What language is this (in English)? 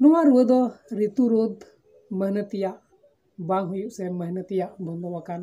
Santali